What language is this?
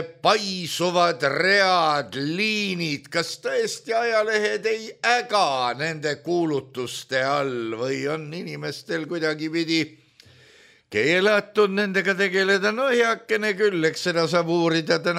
Estonian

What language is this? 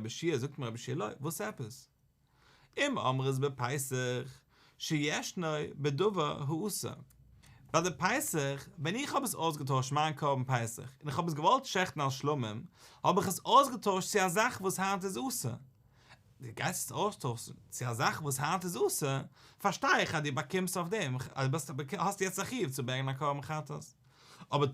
Yiddish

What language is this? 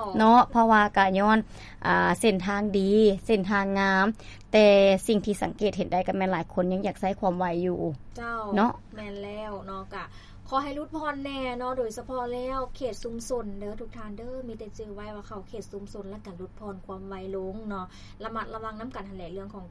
Lao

